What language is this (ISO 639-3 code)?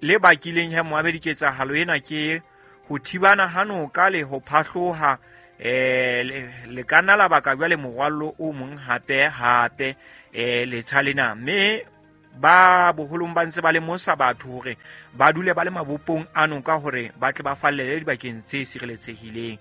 sot